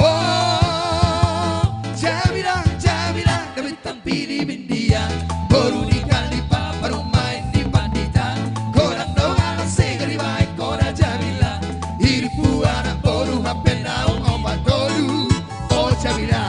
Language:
Batak Simalungun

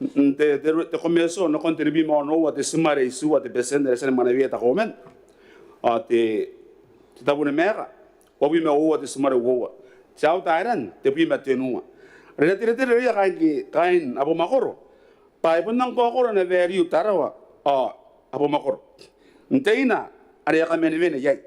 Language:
Gilbertese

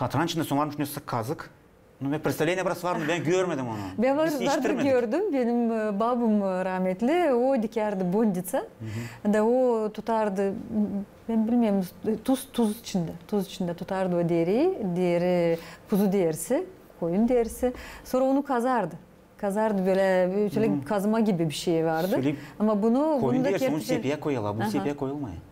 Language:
Gagauz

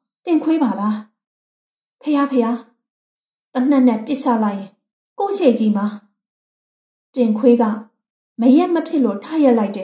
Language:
Burmese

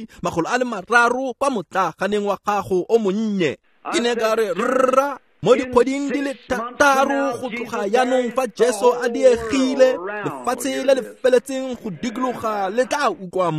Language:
Tswana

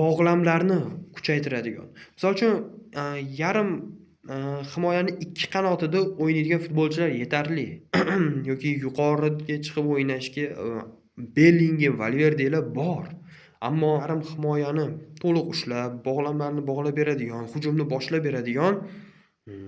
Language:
Uzbek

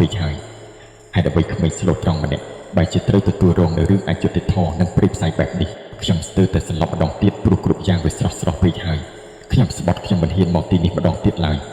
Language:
Khmer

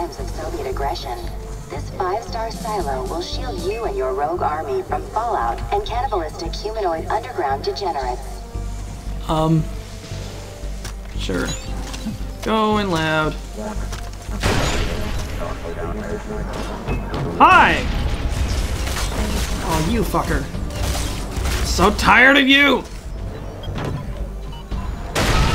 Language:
English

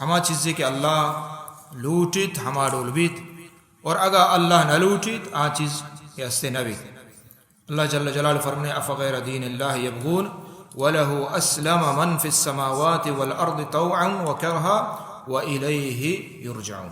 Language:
Baluchi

